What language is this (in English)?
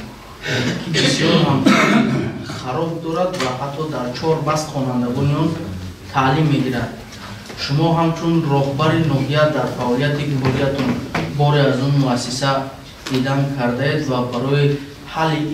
Tajik